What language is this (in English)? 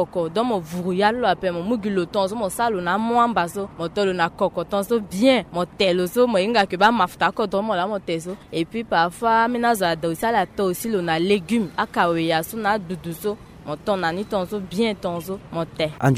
Sango